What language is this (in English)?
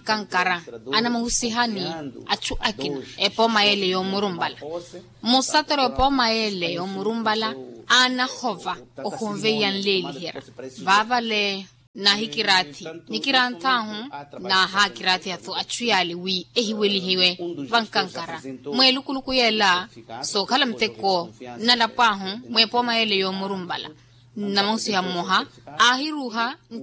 Makhuwa